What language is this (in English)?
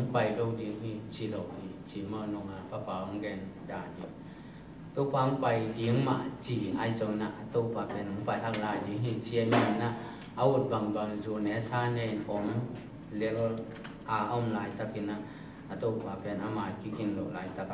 Tedim Chin